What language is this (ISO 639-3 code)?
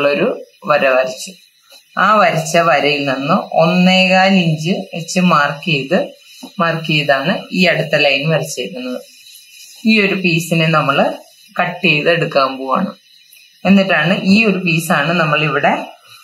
mal